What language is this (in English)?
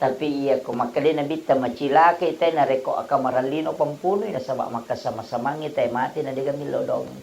Buginese